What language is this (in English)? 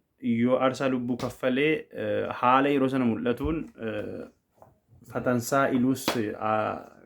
Oromo